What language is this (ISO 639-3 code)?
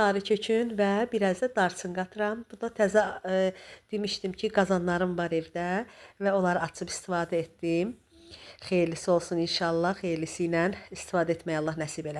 aze